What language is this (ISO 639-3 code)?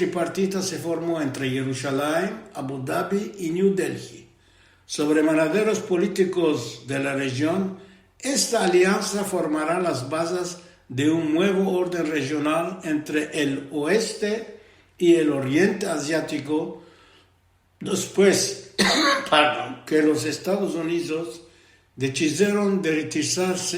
lad